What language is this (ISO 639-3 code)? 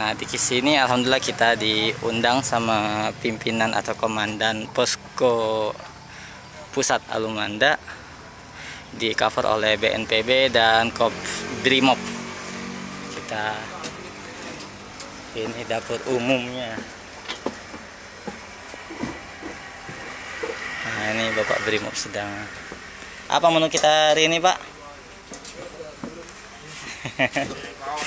ind